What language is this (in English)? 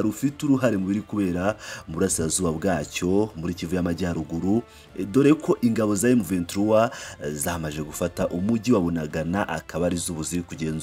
Kinyarwanda